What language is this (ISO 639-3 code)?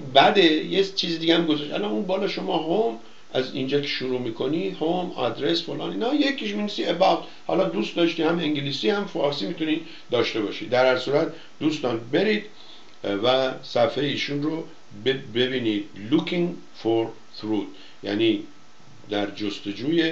fas